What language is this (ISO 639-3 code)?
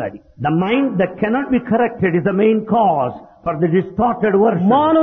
tel